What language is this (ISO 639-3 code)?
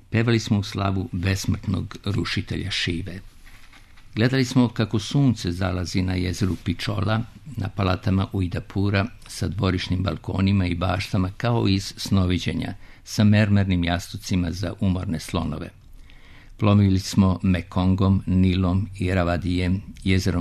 srp